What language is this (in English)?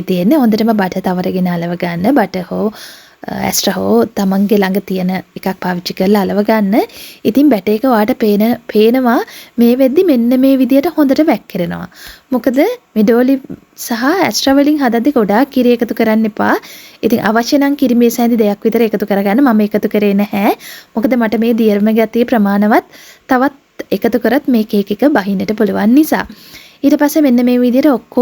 Sinhala